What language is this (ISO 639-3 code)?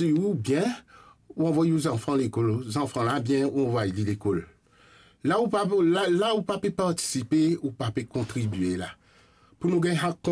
mfe